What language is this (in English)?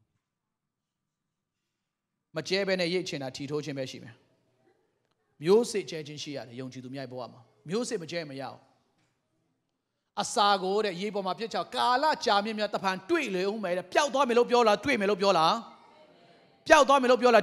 Burmese